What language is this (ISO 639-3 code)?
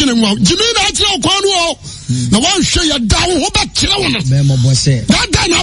aka